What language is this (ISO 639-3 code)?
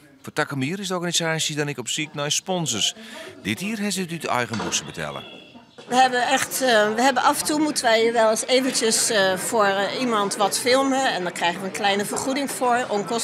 fry